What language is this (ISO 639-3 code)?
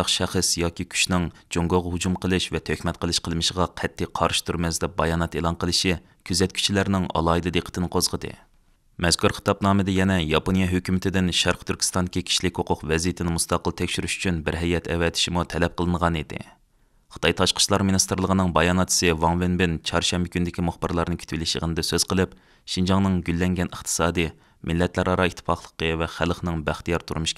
uig